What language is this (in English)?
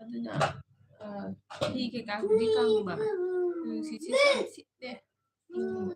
Manipuri